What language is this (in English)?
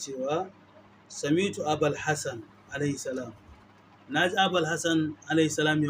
Hausa